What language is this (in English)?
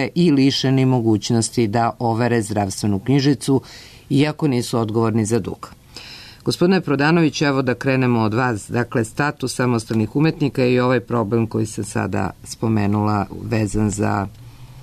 Serbian